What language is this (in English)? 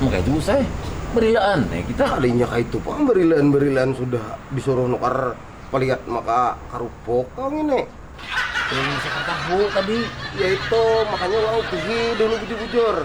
Banjar